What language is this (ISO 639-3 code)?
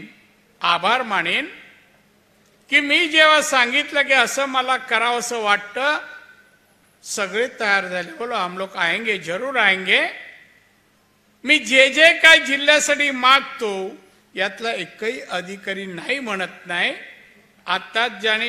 mar